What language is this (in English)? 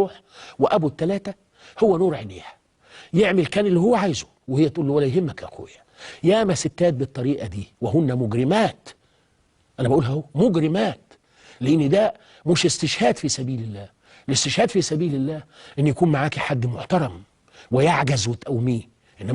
Egyptian Arabic